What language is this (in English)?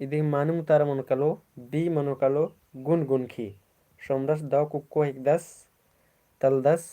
Kurukh